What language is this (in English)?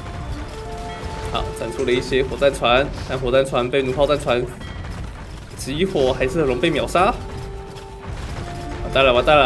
Chinese